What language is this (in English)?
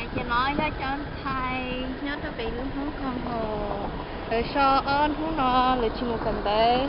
Hmong